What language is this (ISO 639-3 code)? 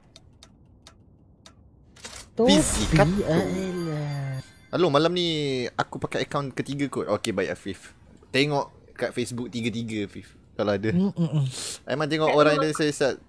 msa